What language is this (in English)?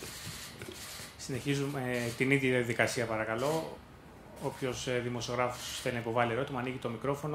Greek